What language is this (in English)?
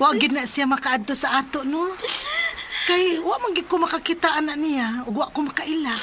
Cebuano